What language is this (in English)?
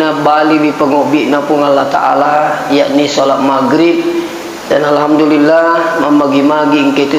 Buginese